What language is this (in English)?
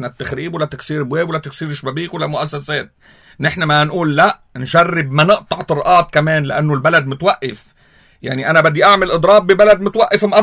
North Levantine Arabic